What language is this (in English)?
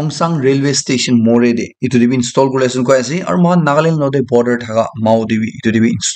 Naga Pidgin